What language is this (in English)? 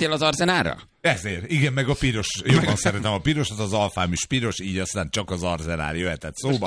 Hungarian